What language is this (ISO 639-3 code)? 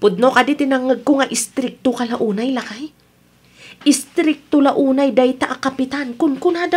ilo